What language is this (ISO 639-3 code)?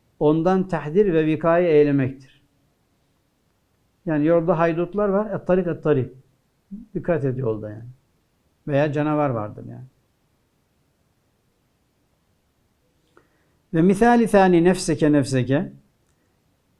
tur